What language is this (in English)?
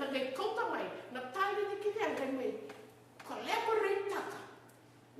Fijian